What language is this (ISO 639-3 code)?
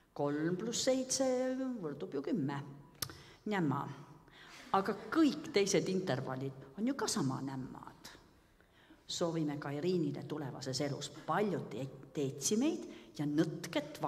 est